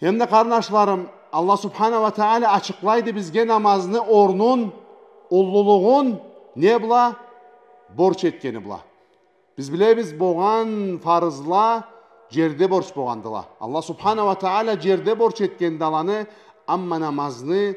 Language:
Karachay-Balkar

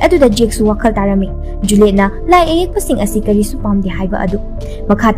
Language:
Manipuri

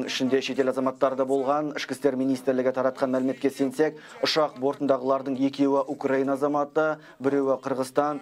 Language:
Kazakh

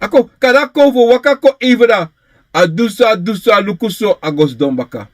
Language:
Sranan Tongo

